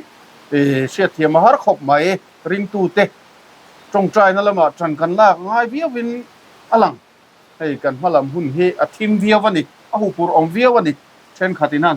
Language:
Mizo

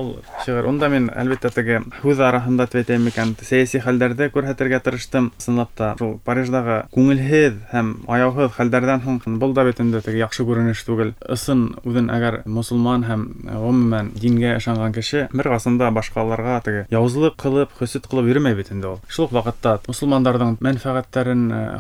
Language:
Bashkir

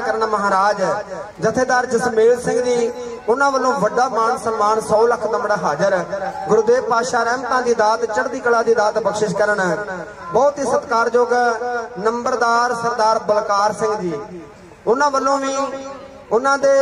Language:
Punjabi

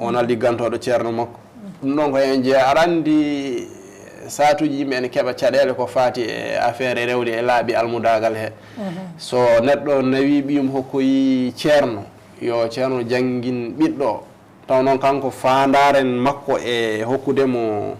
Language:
Fula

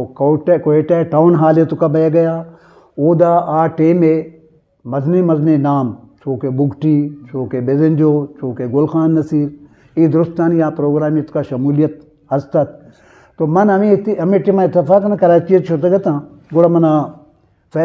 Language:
Eastern Balochi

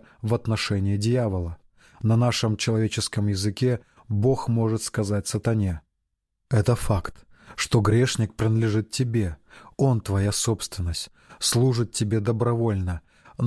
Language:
Russian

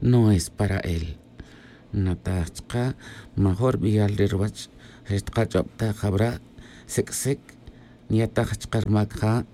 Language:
Tz'utujil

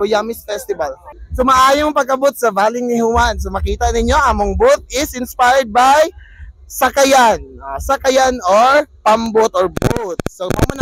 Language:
Cebuano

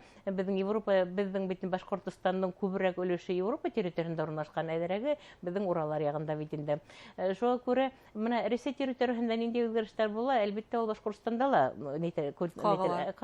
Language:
Bashkir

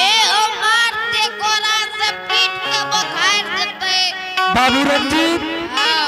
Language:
Angika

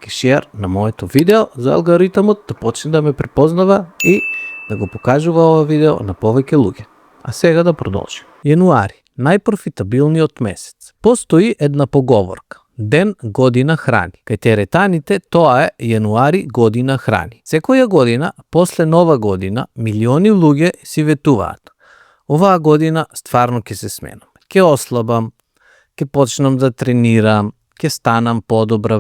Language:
Macedonian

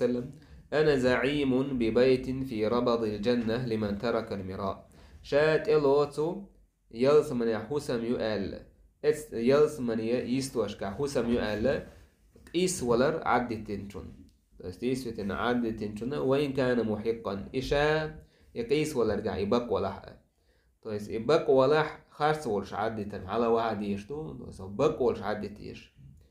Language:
Chechen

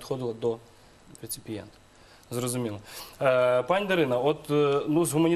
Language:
Ukrainian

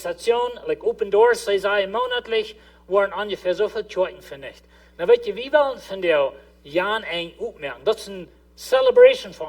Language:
Plautdietsch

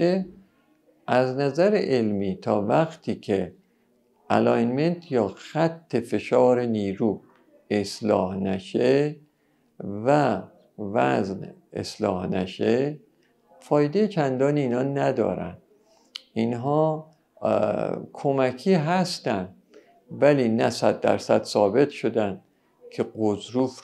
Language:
Persian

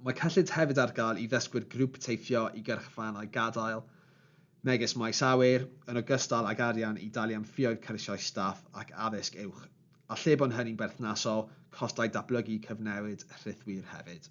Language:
Welsh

